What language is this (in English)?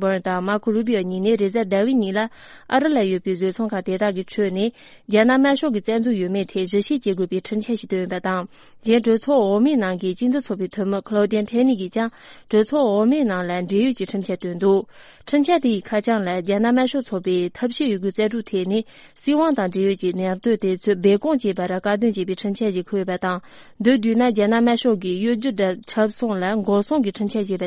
Tibetan